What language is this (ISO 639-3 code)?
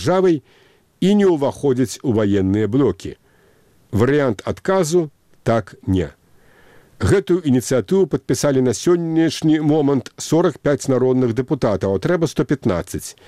bel